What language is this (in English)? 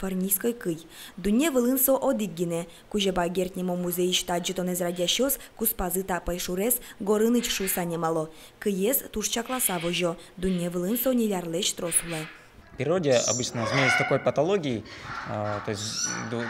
Udmurt